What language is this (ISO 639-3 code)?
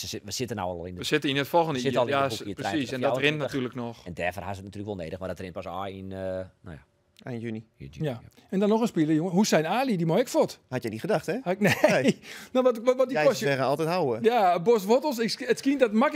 fry